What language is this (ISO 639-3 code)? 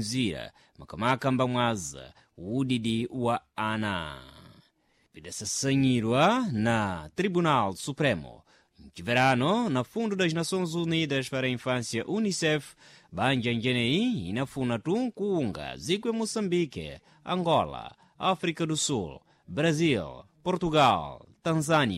seh